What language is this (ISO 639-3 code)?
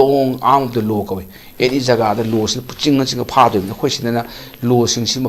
mni